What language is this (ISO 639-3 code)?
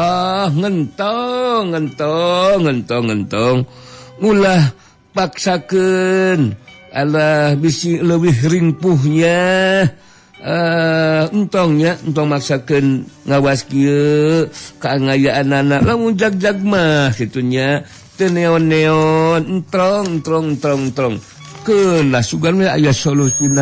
sun